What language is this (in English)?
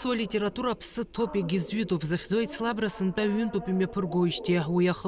Abkhazian